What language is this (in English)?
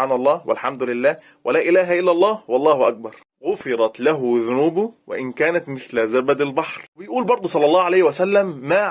Egyptian Arabic